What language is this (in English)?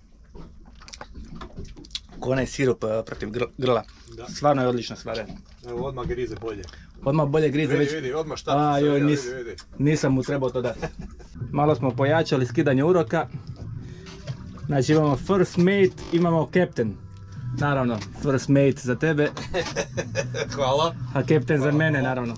Croatian